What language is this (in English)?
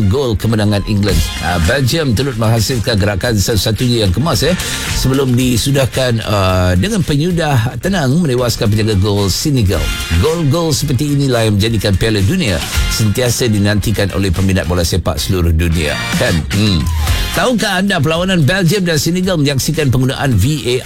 Malay